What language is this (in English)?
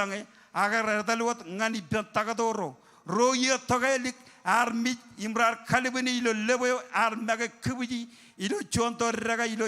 Marshallese